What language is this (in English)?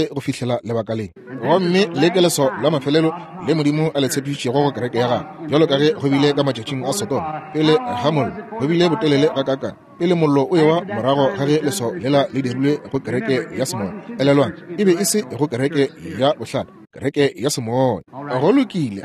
Northern Sotho